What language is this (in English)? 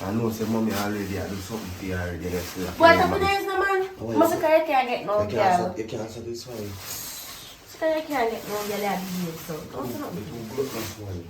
Jamaican Creole English